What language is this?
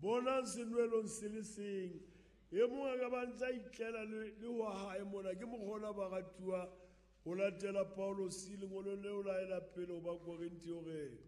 Southern Sotho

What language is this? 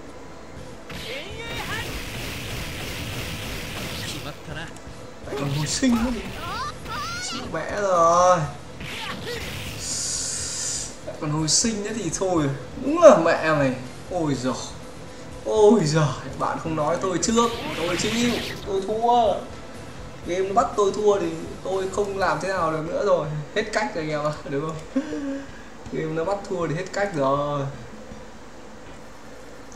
Vietnamese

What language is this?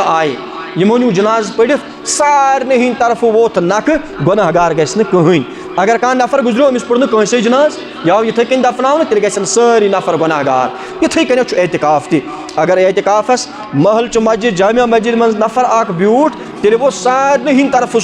Kashmiri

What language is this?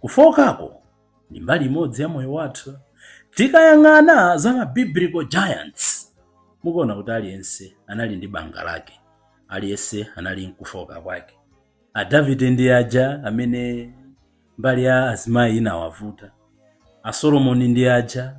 Nyanja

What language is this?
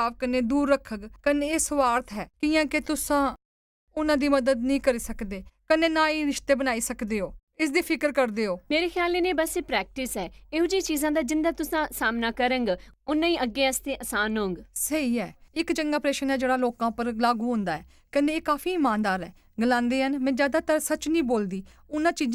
Dogri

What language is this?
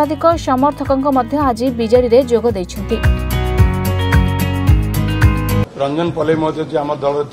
Odia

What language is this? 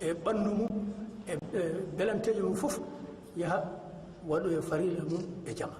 Fula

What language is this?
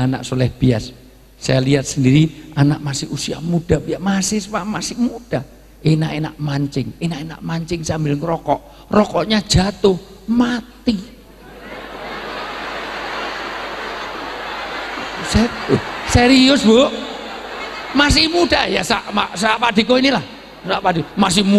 Indonesian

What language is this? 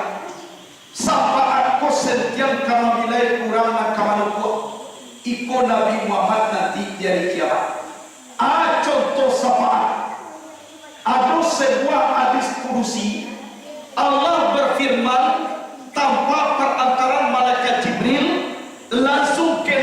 Minangkabau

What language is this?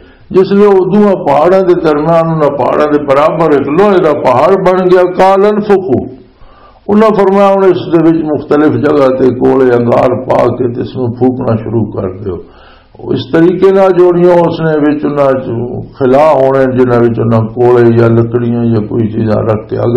Western Panjabi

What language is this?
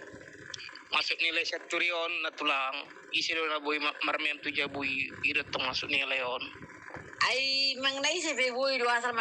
Batak Toba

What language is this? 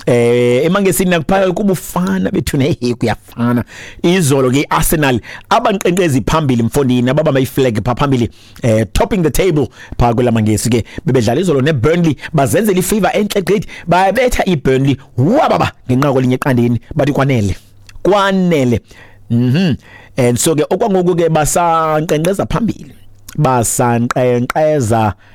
Xhosa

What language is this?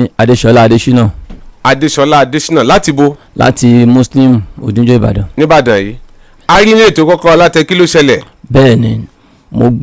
Yoruba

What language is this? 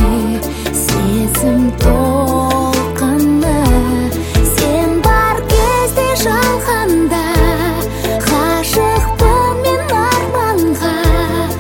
Kazakh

